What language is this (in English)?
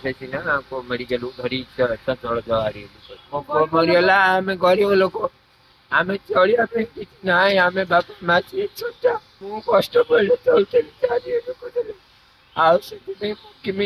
Odia